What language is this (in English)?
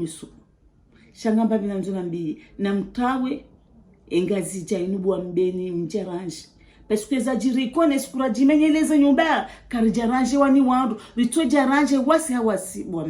Ngazidja Comorian